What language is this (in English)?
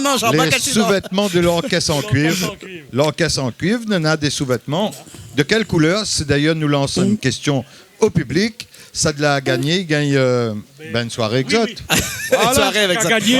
Réunion Creole French